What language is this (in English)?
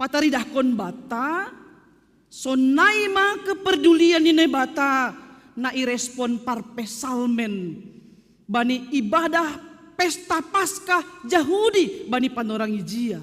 Batak Simalungun